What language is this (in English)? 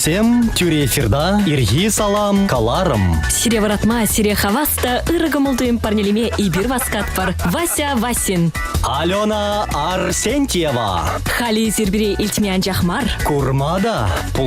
Chuvash